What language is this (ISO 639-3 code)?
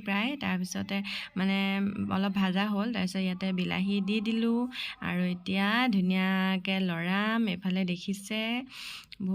asm